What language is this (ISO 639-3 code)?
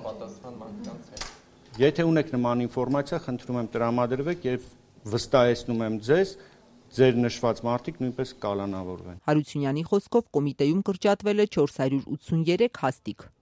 hye